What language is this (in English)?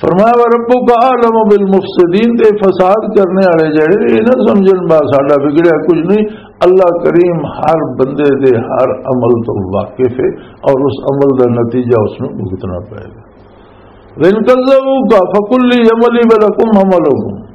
Western Panjabi